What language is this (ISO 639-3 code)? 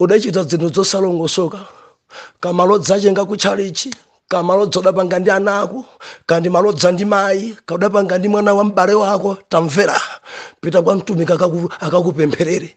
nya